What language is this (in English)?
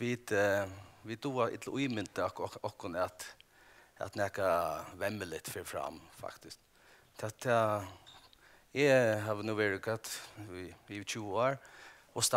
Faroese